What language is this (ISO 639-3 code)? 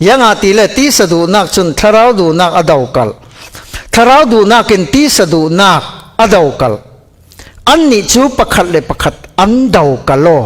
cfm